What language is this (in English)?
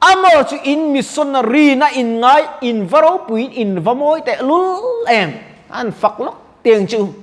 Mizo